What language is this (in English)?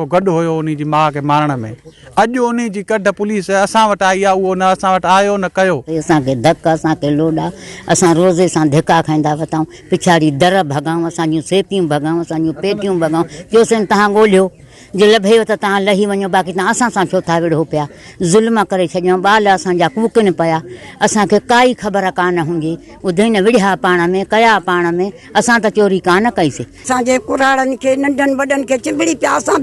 Sindhi